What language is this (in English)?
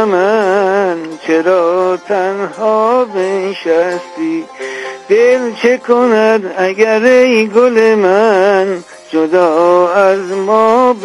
Persian